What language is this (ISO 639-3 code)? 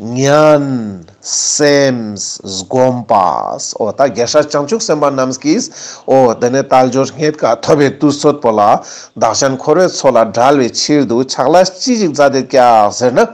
lbj